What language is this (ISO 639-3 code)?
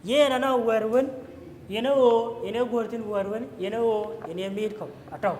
din